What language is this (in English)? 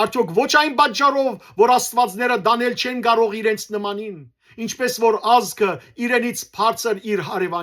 Western Armenian